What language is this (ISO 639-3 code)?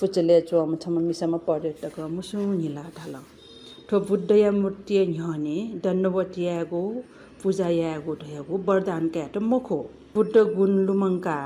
new